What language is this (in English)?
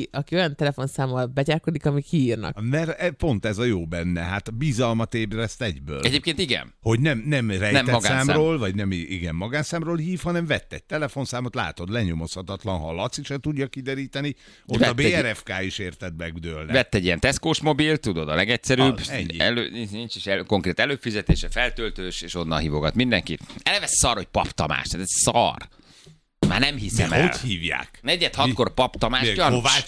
Hungarian